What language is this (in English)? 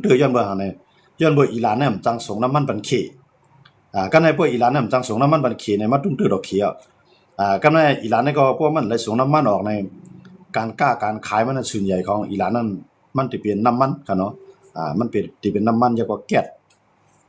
Shan